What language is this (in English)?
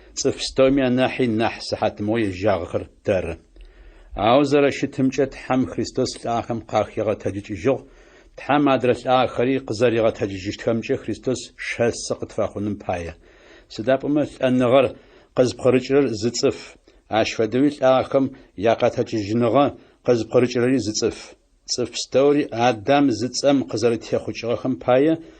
Adyghe